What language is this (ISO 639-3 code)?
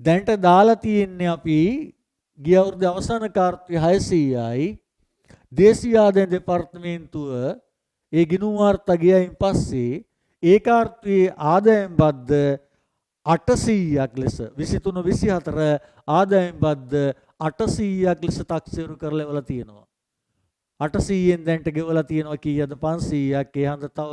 sin